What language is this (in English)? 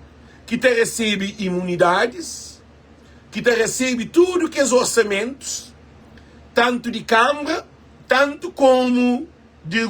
Kabuverdianu